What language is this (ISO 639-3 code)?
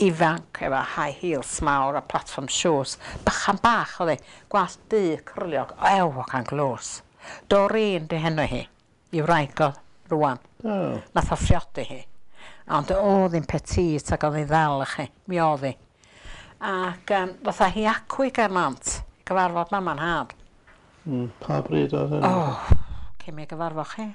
cym